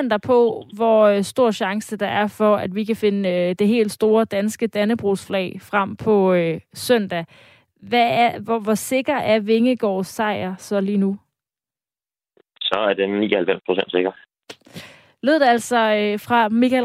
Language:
Danish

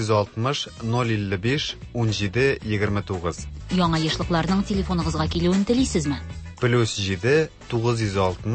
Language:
Tatar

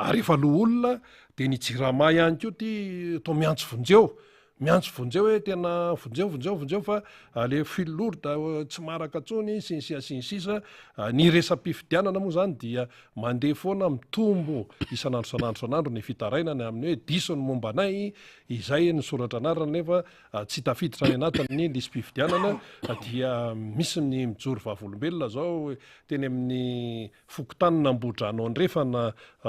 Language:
Malagasy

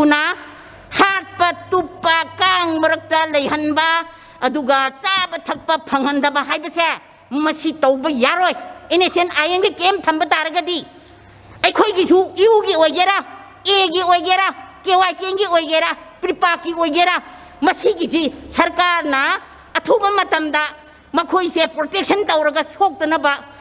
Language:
Manipuri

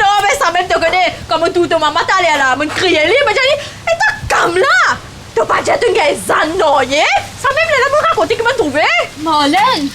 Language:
Morisyen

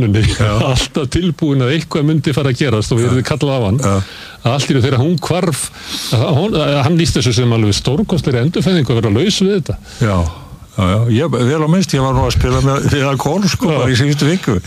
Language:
Icelandic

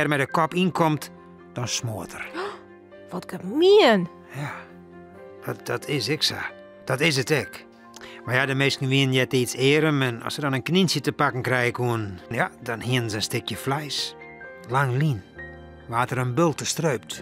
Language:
Western Frisian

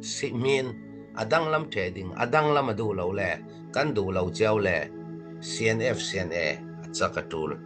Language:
Falam Chin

